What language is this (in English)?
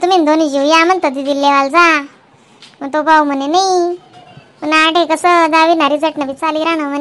Khandesi